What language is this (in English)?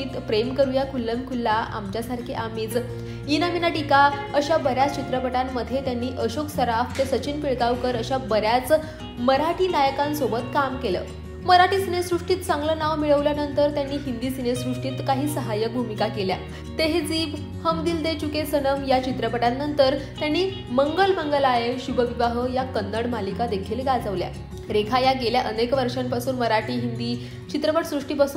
Marathi